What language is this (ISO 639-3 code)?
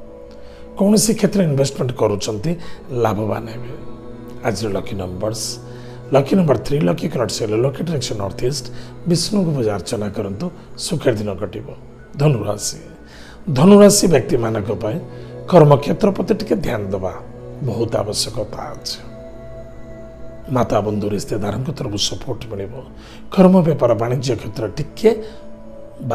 ori